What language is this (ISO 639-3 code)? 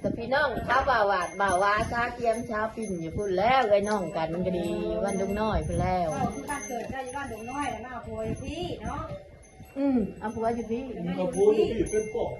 lao